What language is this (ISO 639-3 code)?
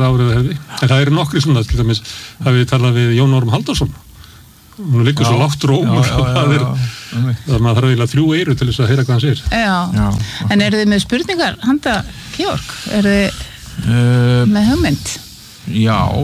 isl